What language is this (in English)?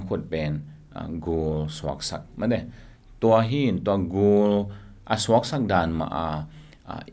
Tedim Chin